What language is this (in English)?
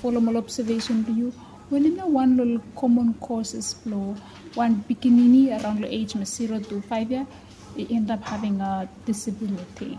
Bislama